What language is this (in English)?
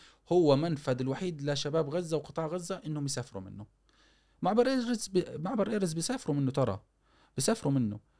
Gulf Arabic